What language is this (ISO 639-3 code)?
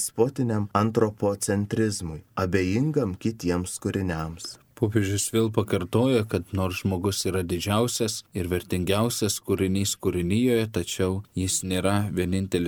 lit